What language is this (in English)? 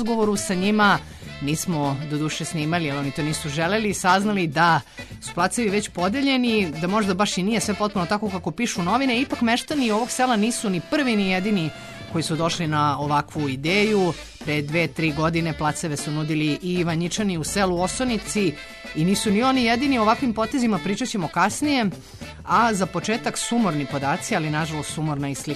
Serbian